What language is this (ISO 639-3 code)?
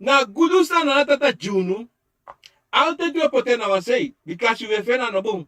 srn